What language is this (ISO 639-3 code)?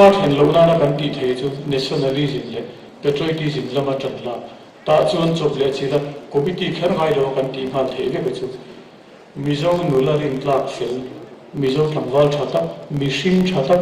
lus